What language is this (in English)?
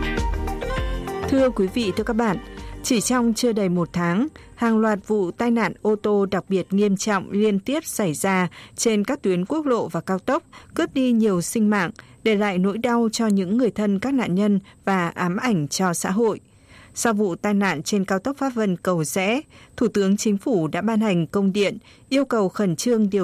Vietnamese